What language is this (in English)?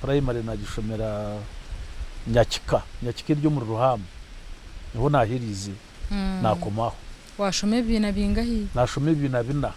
Nyankole